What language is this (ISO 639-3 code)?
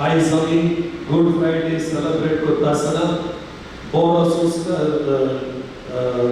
kok